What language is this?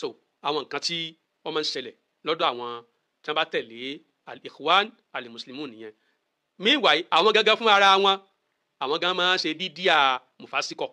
Yoruba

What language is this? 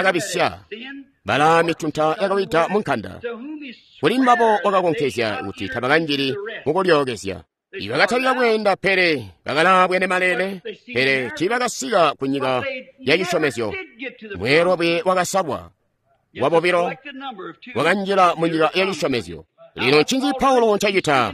Tonga (Zambia)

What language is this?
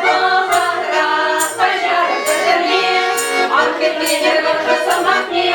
Chuvash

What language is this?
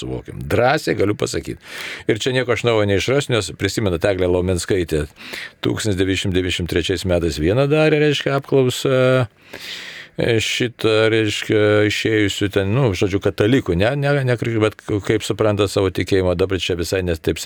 Lithuanian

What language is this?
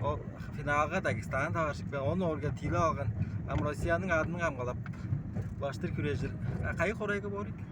Tuvinian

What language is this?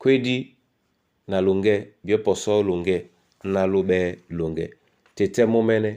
Duala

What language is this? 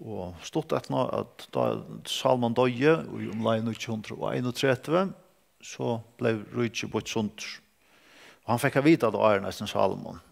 Faroese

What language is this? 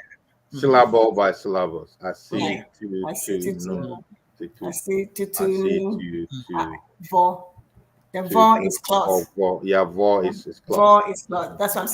Ewe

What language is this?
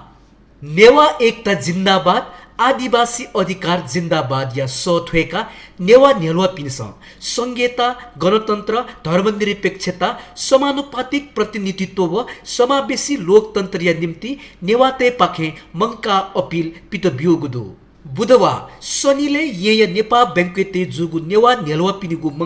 Newari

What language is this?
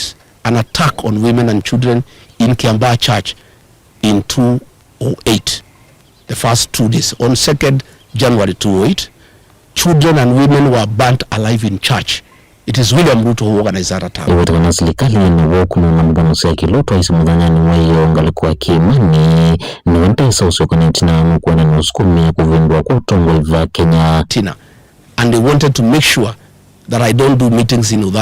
Kamba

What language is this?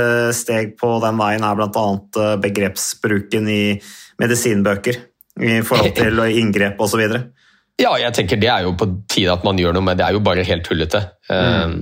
Norwegian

